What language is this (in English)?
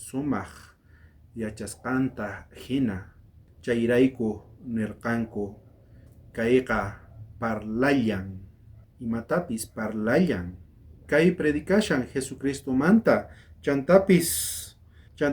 South Bolivian Quechua